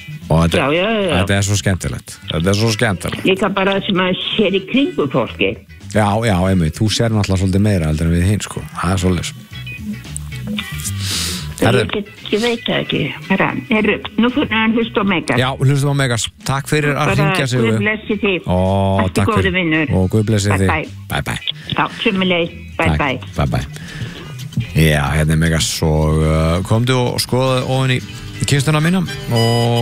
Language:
Icelandic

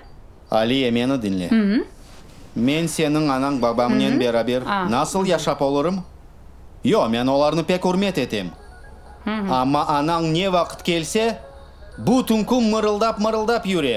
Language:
Crimean Tatar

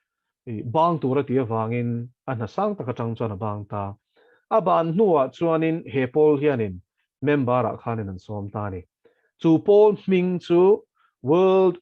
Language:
Mizo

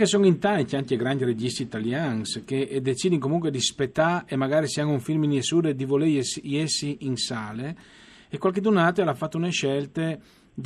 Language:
Friulian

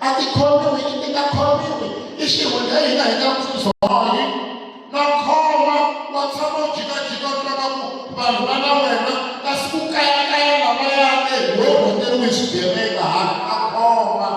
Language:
Tsonga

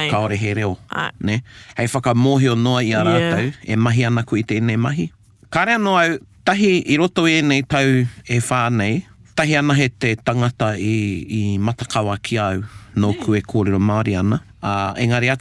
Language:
Māori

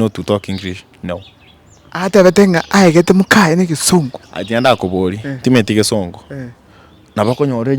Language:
Gusii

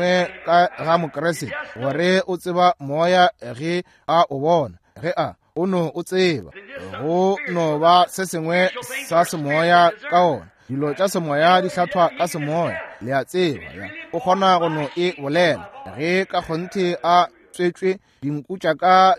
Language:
Northern Sotho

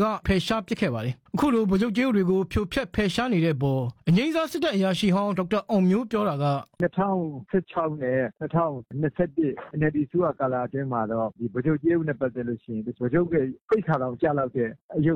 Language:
Burmese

